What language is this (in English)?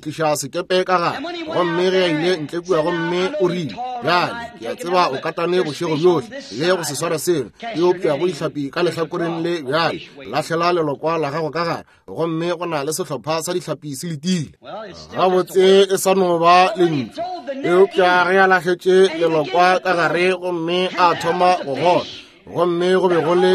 Northern Sotho